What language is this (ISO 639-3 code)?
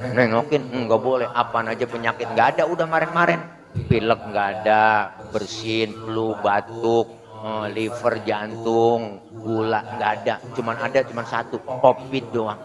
bew